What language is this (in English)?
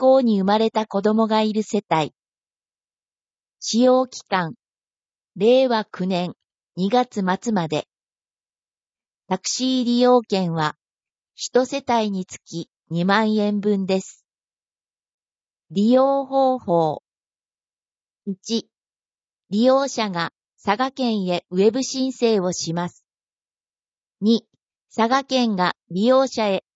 Japanese